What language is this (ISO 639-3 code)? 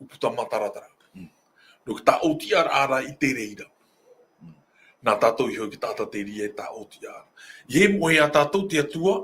tah